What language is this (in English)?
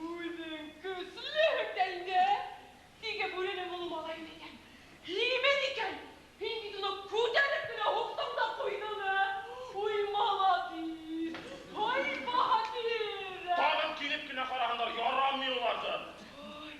Bashkir